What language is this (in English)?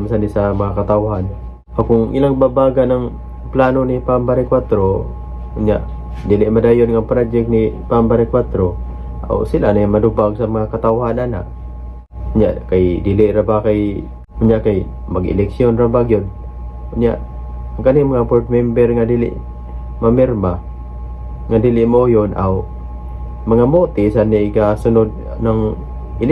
Cebuano